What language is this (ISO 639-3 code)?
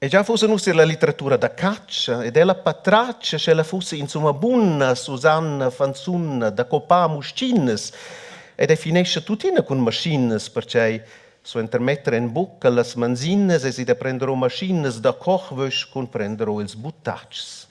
roh